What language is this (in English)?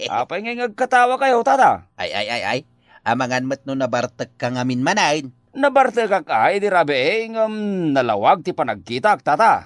Iloko